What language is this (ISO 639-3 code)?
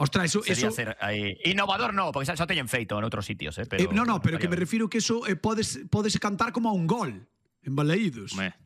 glg